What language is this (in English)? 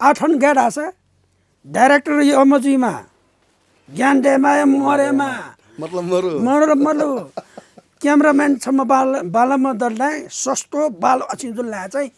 Newari